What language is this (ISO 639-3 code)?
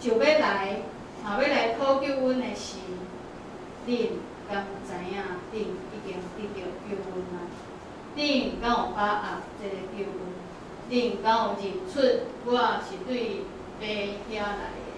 nan